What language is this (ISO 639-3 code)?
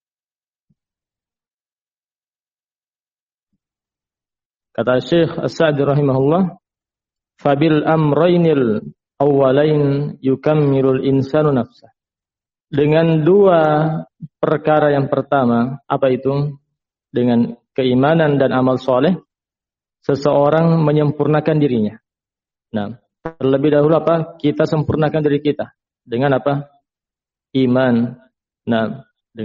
ind